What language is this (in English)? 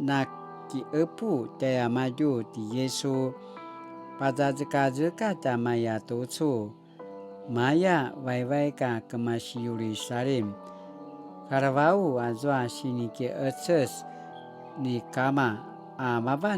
Paiwan